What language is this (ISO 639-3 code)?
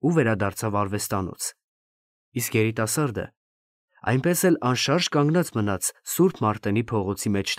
hye